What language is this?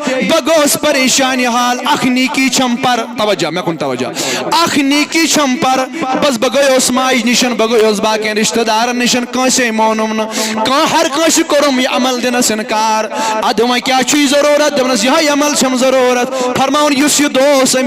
Kashmiri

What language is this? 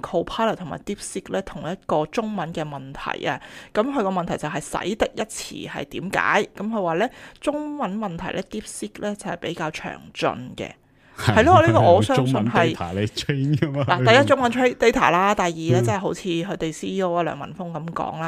Cantonese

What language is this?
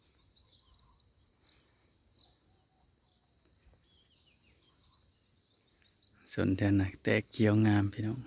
Northeastern Thai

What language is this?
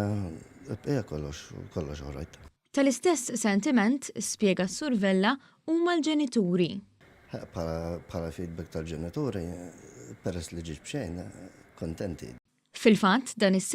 Maltese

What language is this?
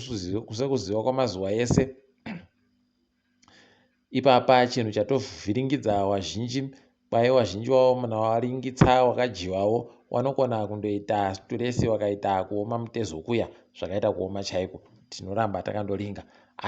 Ndau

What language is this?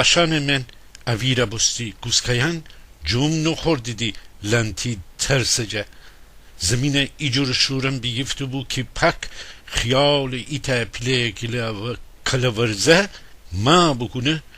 Gilaki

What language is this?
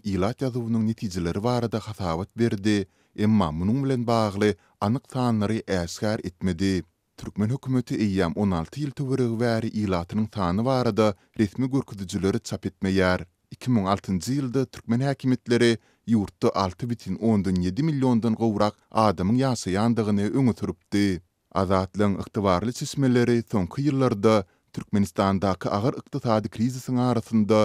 Turkmen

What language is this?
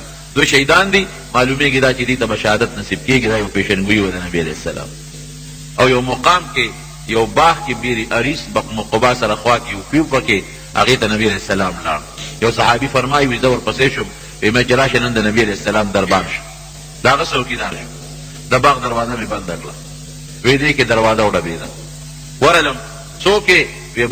Pashto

